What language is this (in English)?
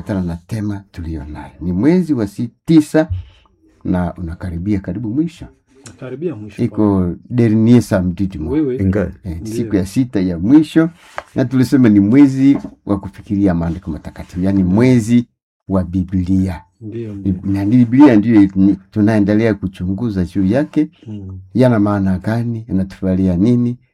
Swahili